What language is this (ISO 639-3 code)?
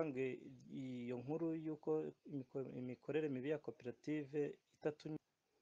kin